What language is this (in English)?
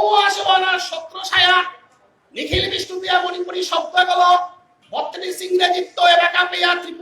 Bishnupriya